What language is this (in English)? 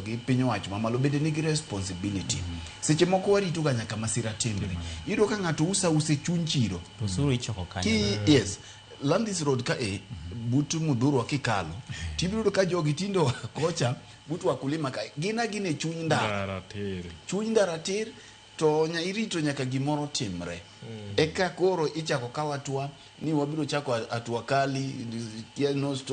Luo (Kenya and Tanzania)